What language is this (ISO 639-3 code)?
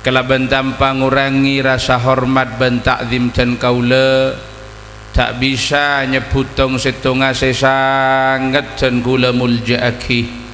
mad